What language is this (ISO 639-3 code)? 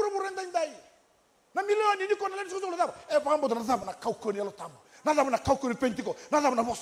fij